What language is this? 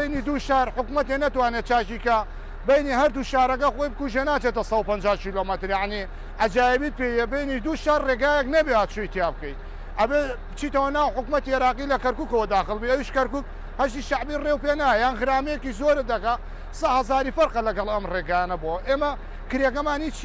Central Kurdish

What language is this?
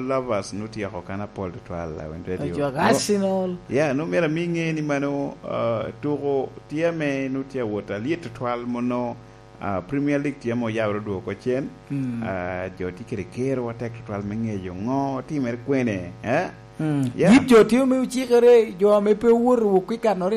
Lango (Uganda)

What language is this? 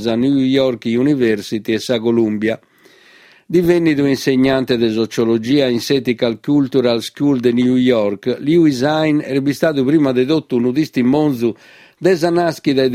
Sardinian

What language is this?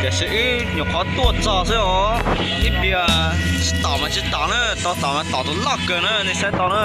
Hmong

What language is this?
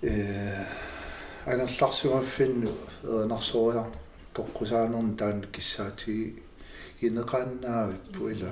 Kalaallisut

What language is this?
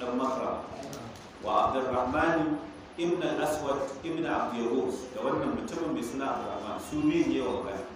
Hausa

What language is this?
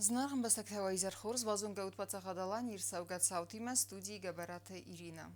Ossetic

